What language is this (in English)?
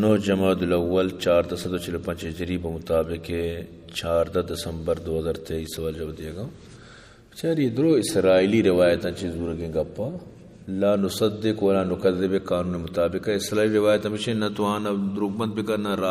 Eastern Balochi